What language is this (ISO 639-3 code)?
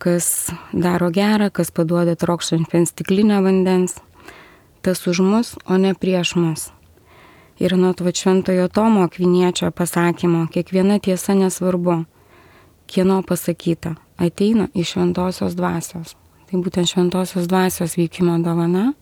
lit